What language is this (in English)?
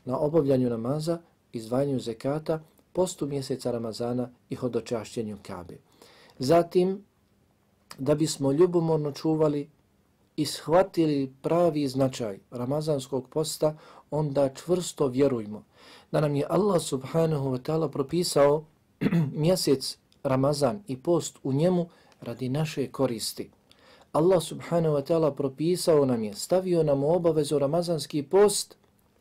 Bosnian